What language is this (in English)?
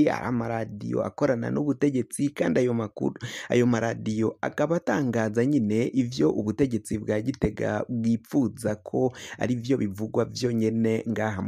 Rundi